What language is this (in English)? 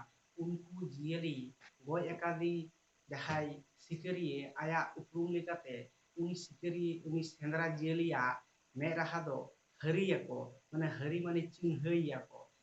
Santali